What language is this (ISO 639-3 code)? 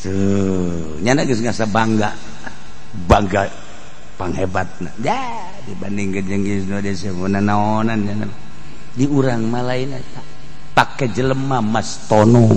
sun